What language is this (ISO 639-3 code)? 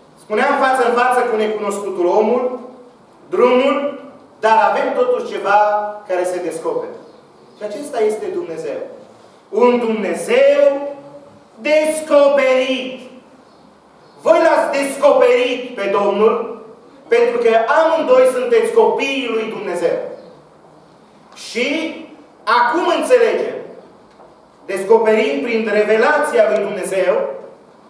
ron